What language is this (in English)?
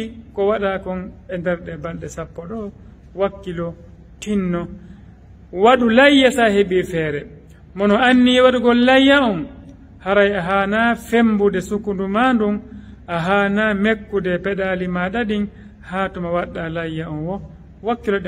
Fula